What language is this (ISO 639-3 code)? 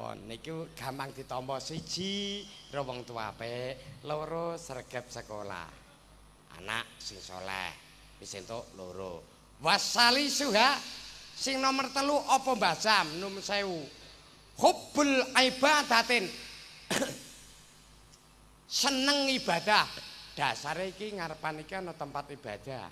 jav